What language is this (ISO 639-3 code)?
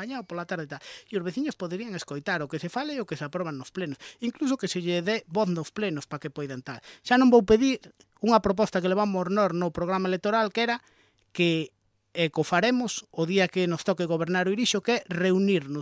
glg